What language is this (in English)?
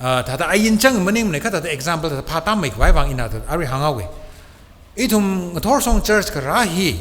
Tangkhul Naga (India)